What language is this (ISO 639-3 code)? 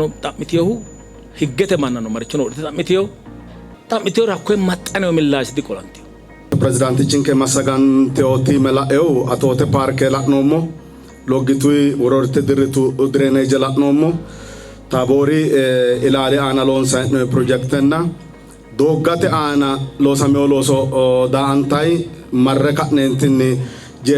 sid